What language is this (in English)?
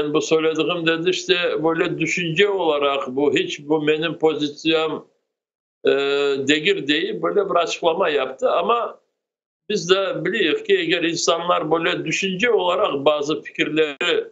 Crimean Tatar